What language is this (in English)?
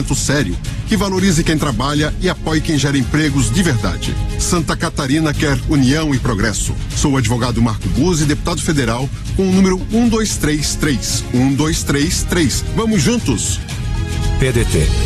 Portuguese